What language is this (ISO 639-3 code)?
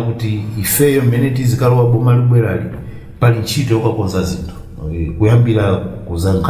nya